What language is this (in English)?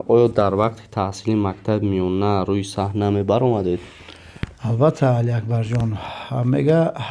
Tajik